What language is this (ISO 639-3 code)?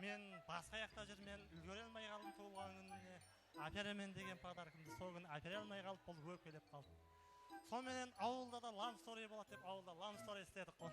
kaa